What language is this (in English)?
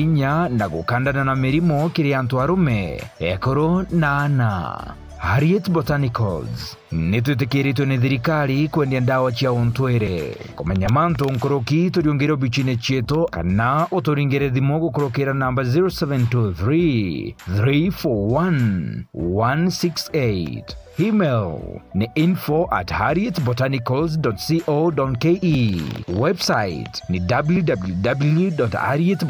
Meru